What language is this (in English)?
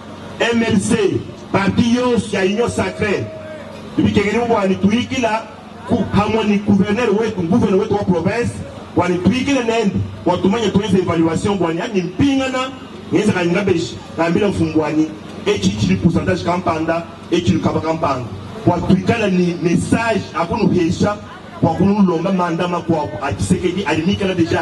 Luba-Lulua